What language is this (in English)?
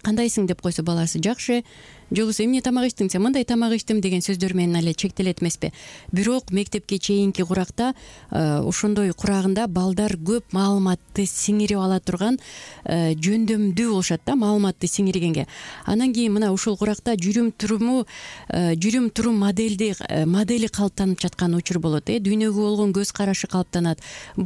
Kyrgyz